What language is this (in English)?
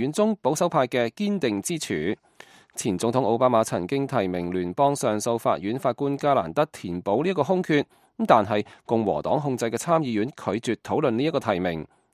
Cantonese